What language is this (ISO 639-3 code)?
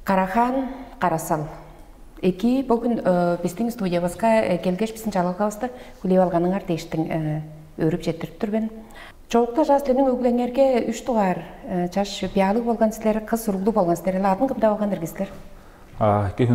tyv